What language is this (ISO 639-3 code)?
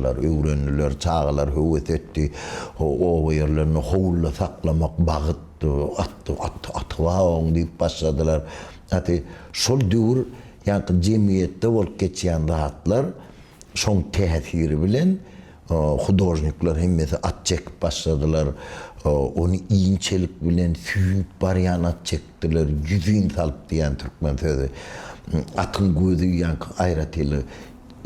tuk